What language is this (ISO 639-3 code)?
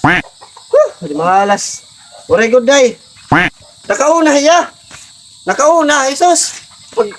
war